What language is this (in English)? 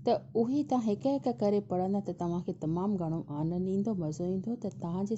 Sindhi